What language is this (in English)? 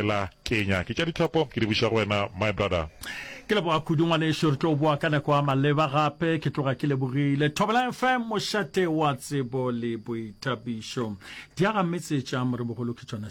Northern Sotho